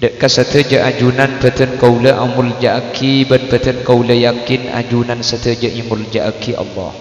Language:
Madurese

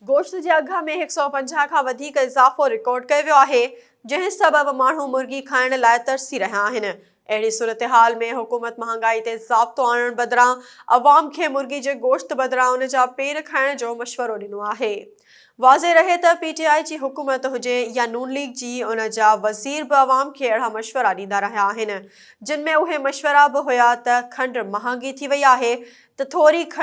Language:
Sindhi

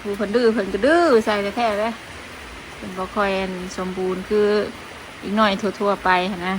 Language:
Northeastern Thai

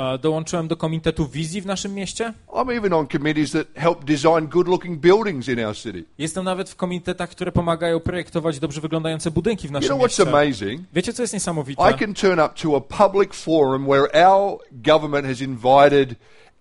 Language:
Polish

